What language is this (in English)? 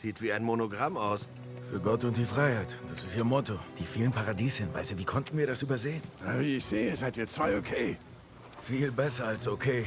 Swiss German